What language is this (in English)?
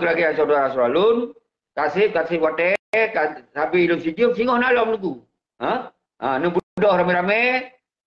Achinese